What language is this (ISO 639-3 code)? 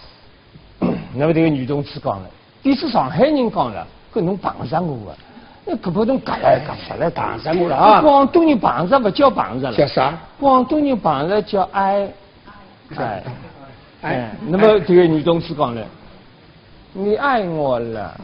wuu